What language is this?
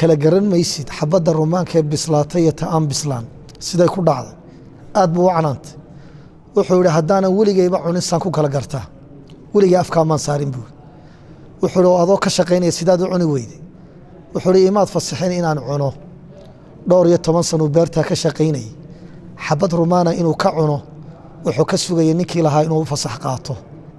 Somali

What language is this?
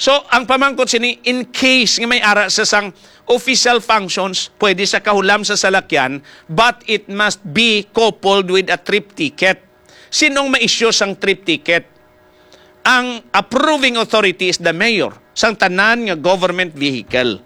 Hiligaynon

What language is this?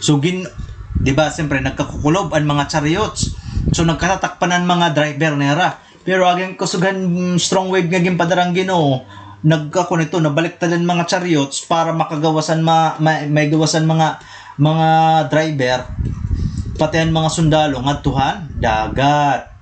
Waray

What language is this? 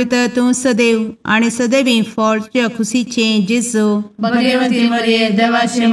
Konkani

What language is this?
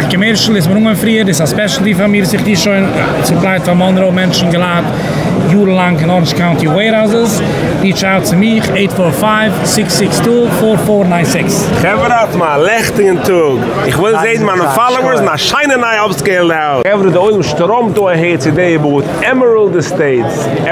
Yiddish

